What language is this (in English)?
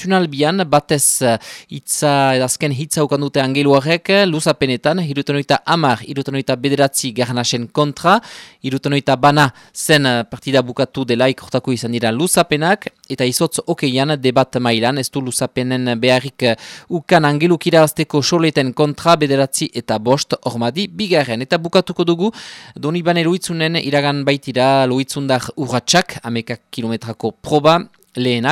Basque